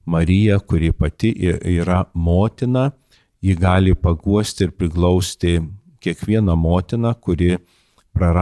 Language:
Lithuanian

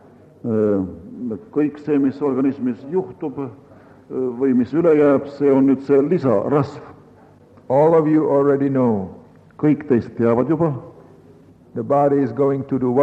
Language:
Estonian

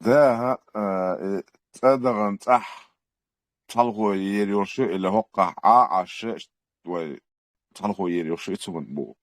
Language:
Chechen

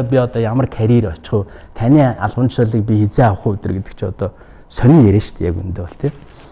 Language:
Mongolian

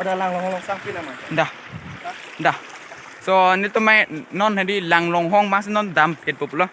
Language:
Karbi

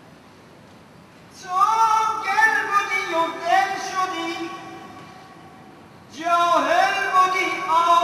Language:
Persian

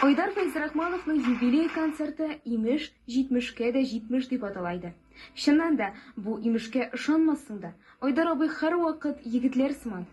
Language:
Tatar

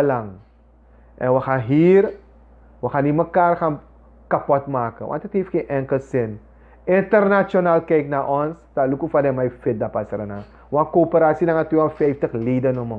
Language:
Sranan Tongo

